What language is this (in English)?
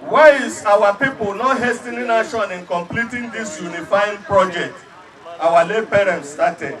Igbo